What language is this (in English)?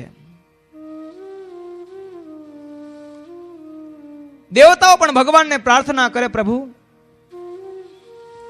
Gujarati